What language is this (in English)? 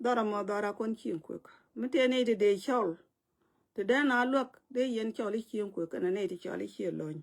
Nuer